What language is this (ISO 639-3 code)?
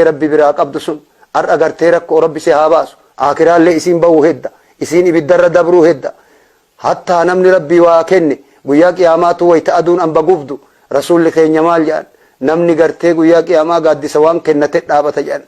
orm